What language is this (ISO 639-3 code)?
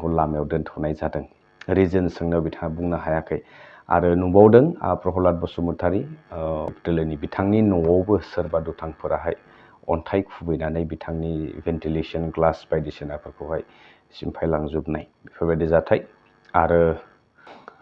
brx